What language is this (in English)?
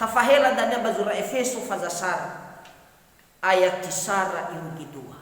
Nias